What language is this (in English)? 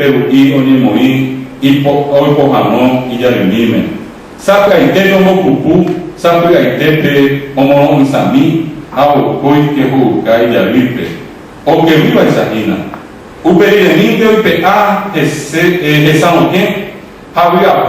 Guarani